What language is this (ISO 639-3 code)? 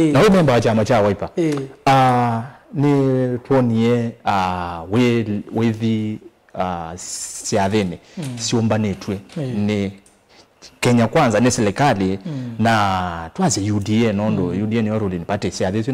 kam